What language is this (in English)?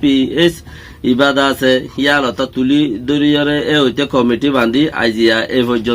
Rohingya